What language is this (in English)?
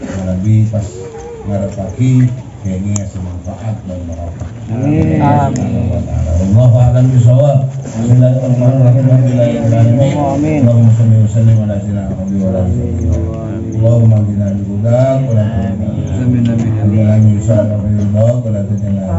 Madurese